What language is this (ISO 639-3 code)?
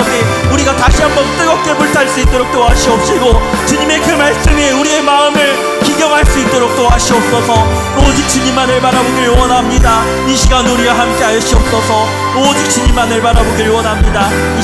kor